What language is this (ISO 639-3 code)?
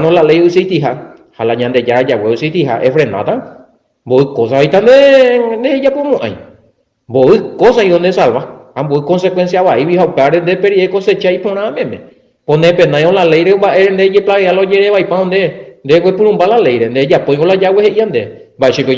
grn